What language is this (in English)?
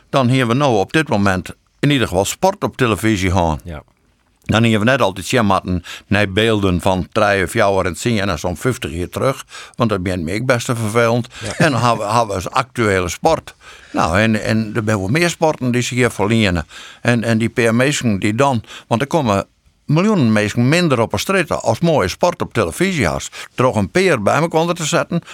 Western Frisian